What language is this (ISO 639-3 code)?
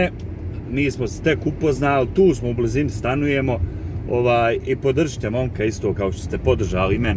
bos